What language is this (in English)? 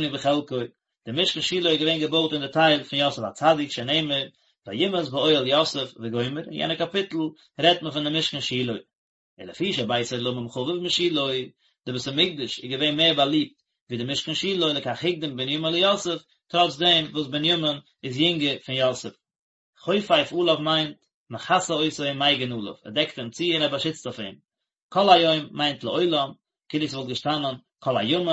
Yiddish